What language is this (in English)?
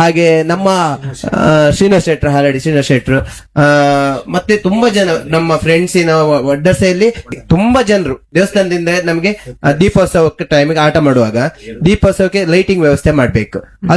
Kannada